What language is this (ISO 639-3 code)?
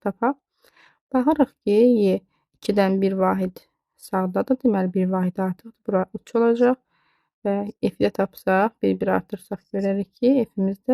aze